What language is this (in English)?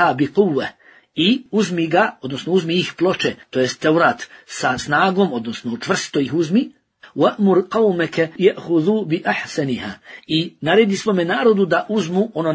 Bosnian